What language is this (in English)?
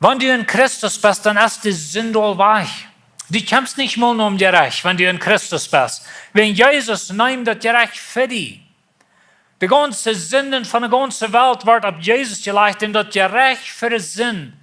Plautdietsch